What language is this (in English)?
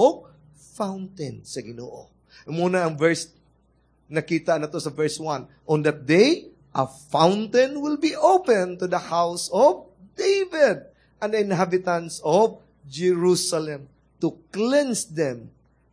Cebuano